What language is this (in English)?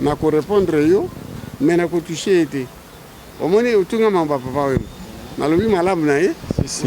Lingala